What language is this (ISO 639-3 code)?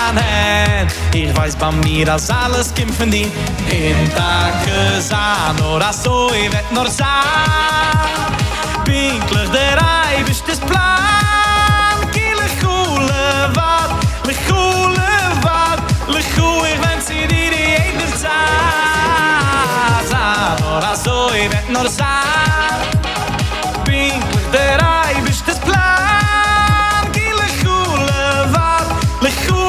yid